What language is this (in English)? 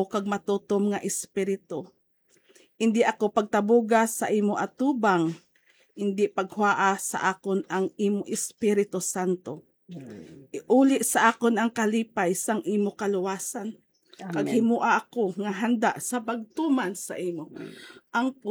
Hiligaynon